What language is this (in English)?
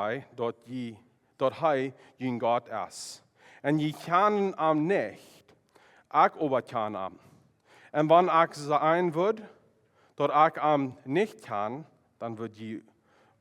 Plautdietsch